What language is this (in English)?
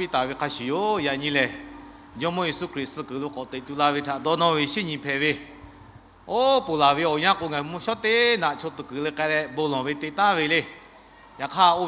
Lahu